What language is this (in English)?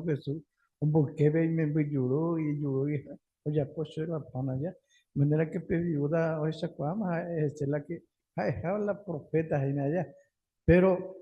Guarani